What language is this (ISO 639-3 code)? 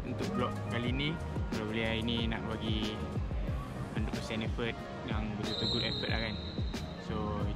msa